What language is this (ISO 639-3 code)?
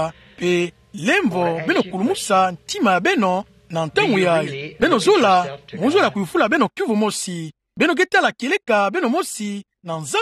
ktu